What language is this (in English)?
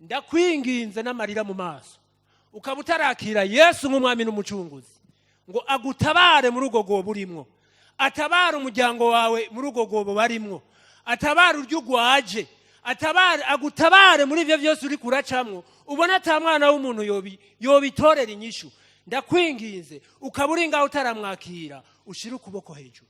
Rundi